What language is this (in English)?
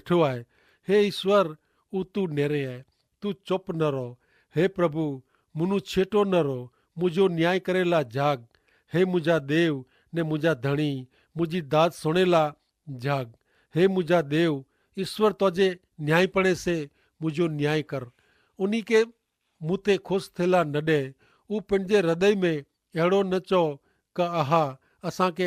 Kachhi